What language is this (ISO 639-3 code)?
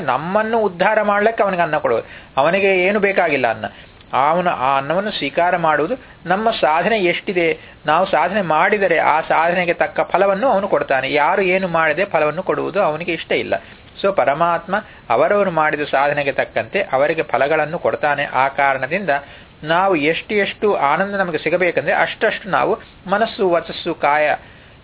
kan